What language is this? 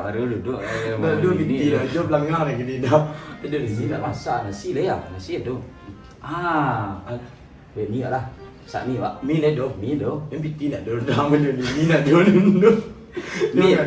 Minangkabau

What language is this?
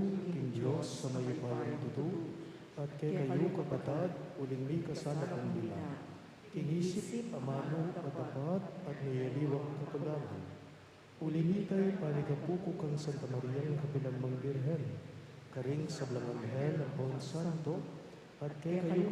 Pampanga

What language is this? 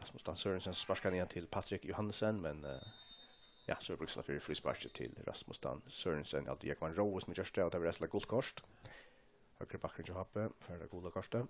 Faroese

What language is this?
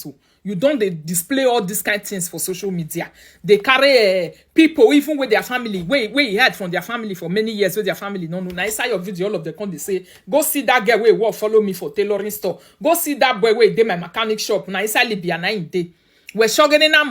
Nigerian Pidgin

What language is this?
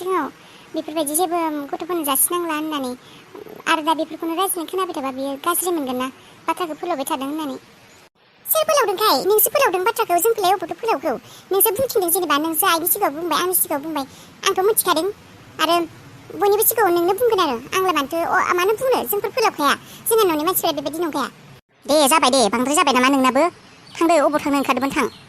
Bodo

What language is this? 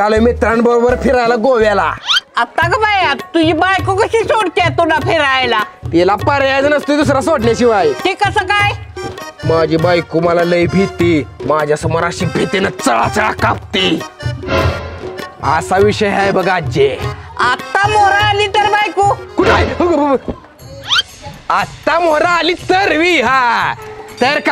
Marathi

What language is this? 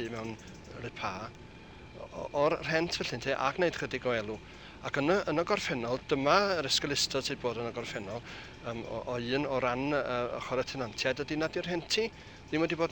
Welsh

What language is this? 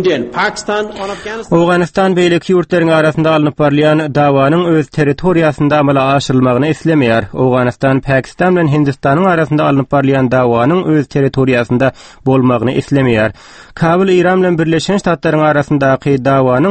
Turkmen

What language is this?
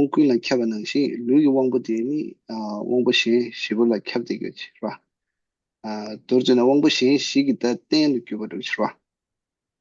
Tibetan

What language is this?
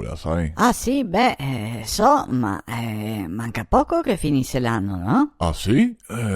Venetian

